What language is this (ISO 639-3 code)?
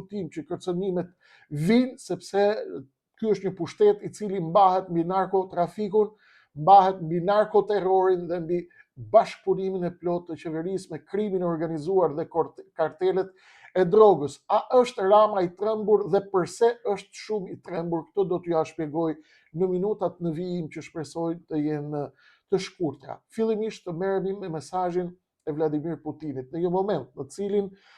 sqi